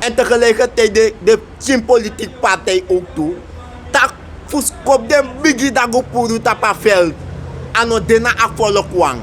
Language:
Sranan Tongo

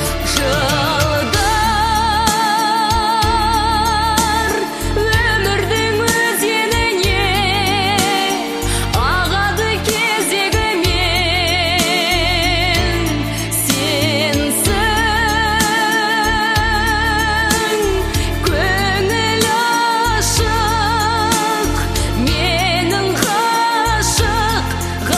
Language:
Kazakh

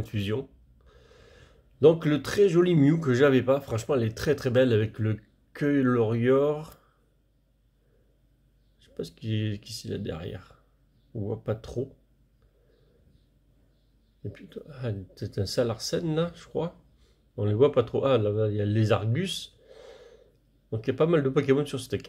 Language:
French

